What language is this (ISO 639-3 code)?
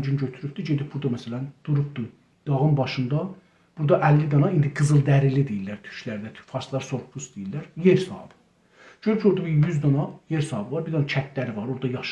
azb